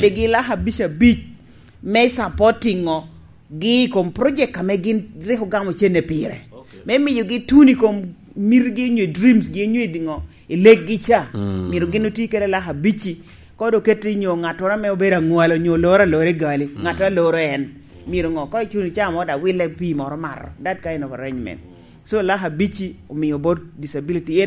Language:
Lango (Uganda)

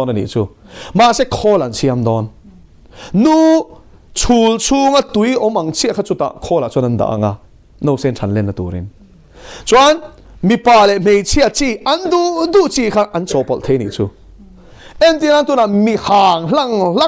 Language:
Mizo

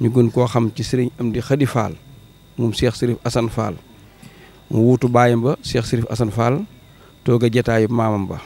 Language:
Wolof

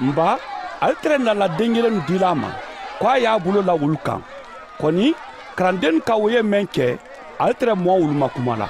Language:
Mandingo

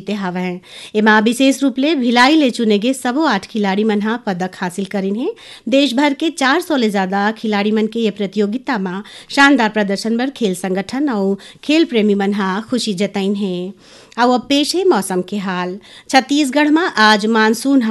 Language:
Chhattisgarhi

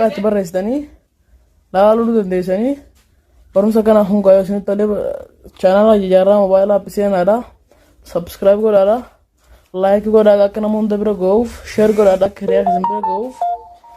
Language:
Oromo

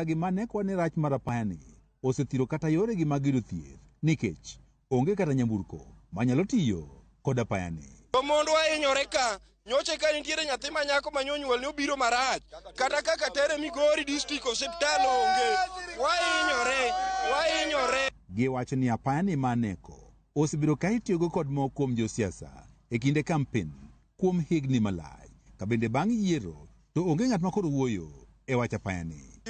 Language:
Luo (Kenya and Tanzania)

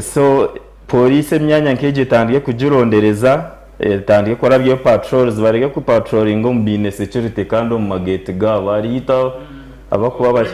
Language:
Nyankole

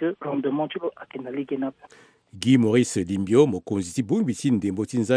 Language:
Sango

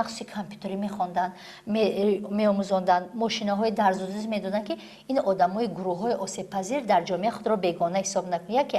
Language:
Tajik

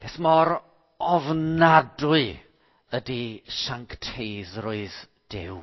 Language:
Welsh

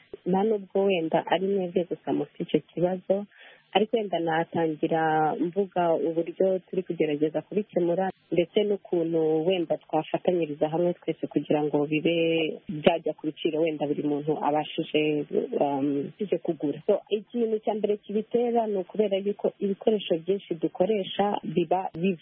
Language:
Kinyarwanda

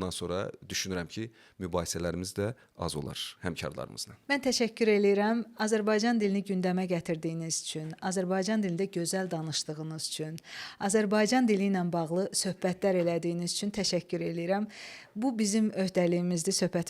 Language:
Azerbaijani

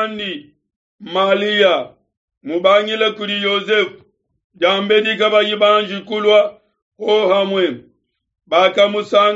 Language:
Luba-Lulua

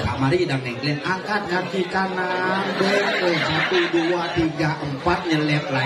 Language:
Balinese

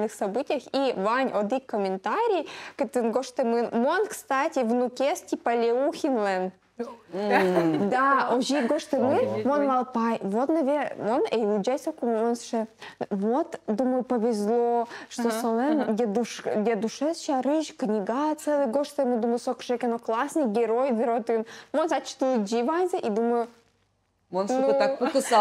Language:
Udmurt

